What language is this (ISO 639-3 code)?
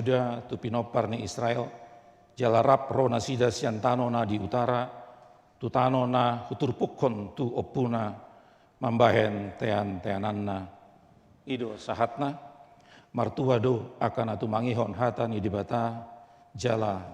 bbc